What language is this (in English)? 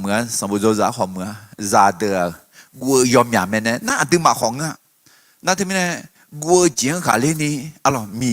Akha